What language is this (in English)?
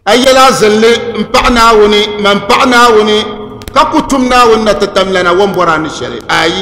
Dagbani